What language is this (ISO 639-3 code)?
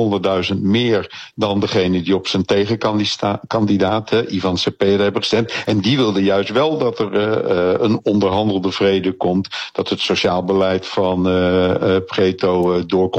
nld